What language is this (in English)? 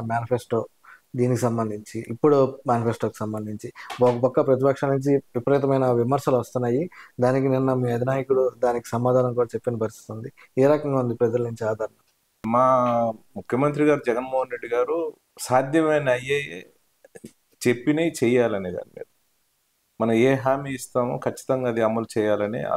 Telugu